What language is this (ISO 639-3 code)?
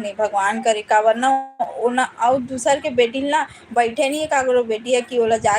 hne